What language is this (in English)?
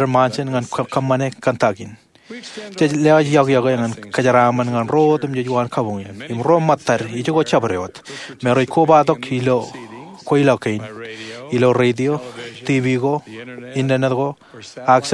Marshallese